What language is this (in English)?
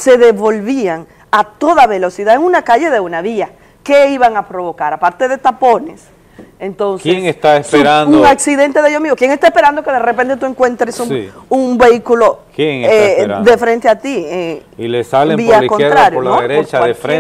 Spanish